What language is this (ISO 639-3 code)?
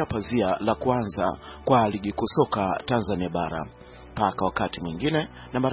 swa